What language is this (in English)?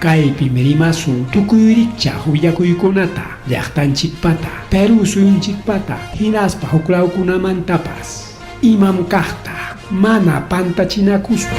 Ayacucho Quechua